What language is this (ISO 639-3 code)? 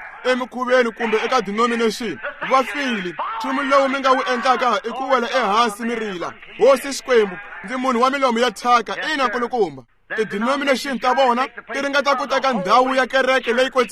tso